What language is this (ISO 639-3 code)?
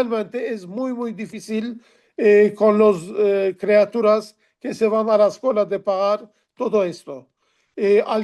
lad